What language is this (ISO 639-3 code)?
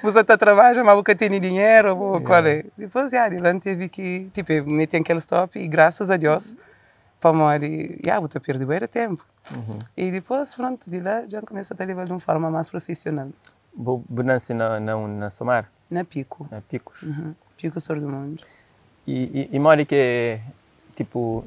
kea